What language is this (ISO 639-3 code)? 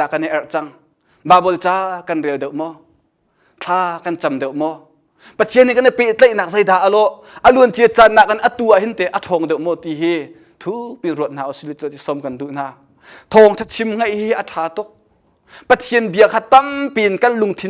cnh